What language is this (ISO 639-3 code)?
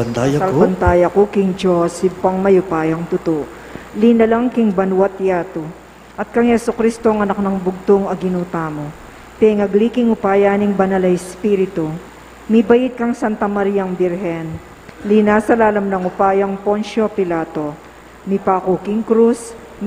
pam